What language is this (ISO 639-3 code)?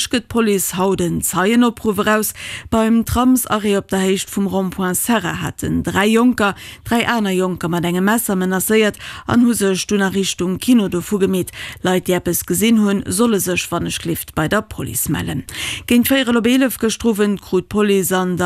ltz